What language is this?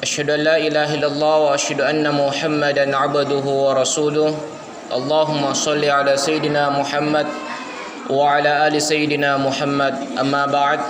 Buginese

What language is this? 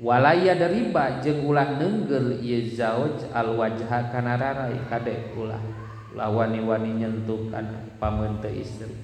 Sundanese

